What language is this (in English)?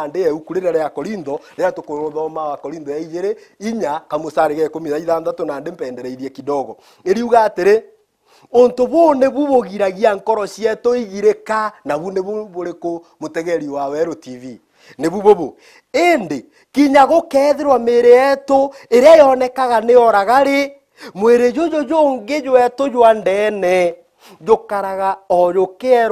Meru